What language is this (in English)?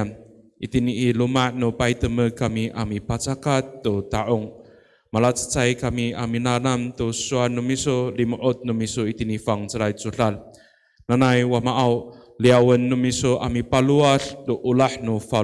Amis